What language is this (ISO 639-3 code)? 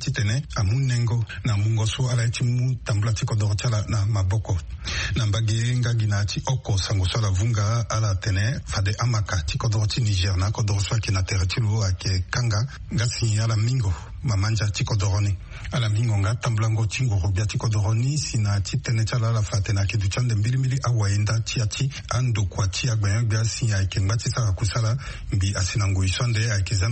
sag